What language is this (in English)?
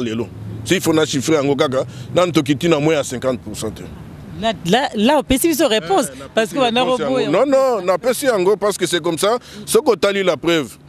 Lingala